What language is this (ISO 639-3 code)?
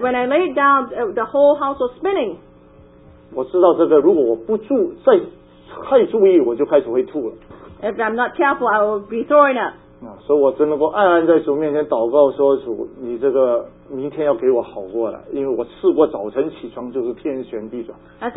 zho